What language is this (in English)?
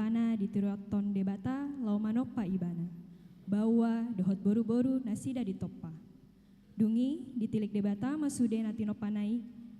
Batak Toba